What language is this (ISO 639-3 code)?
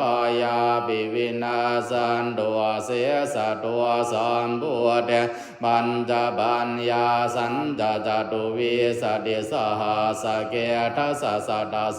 pli